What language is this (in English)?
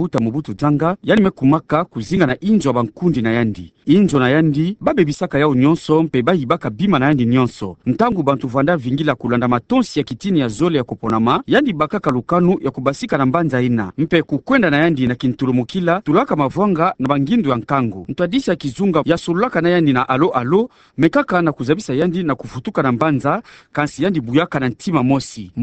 Kituba (Democratic Republic of Congo)